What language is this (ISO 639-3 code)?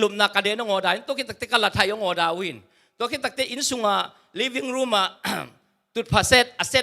ctd